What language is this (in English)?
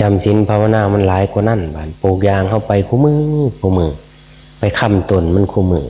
Northeastern Thai